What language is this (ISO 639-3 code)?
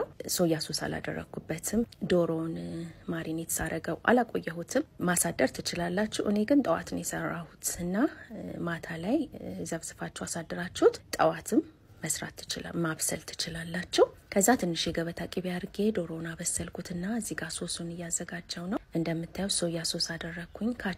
amh